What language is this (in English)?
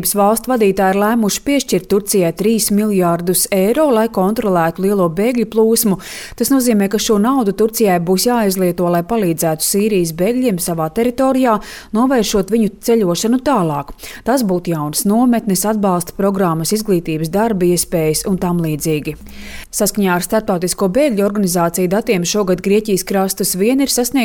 Latvian